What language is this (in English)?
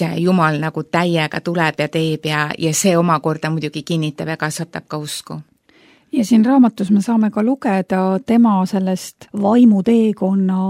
Estonian